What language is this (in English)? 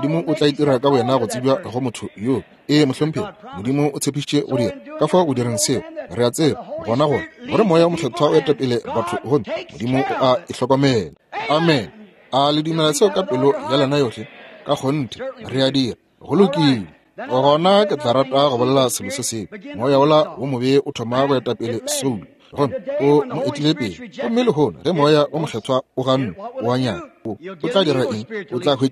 Northern Sotho